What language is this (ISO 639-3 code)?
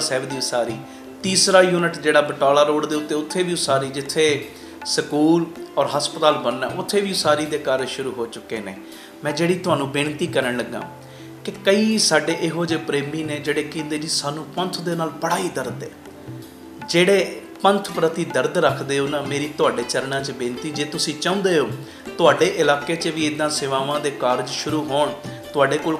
pan